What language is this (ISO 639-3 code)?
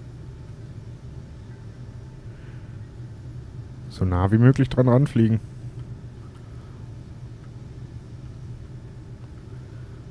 deu